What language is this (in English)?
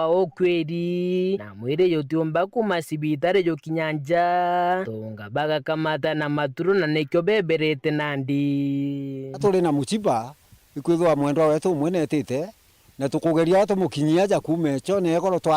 Meru